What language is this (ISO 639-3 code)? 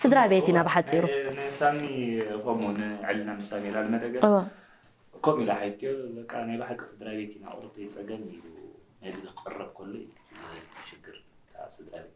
tir